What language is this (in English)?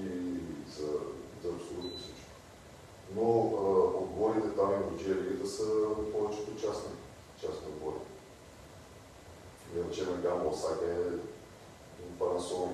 Bulgarian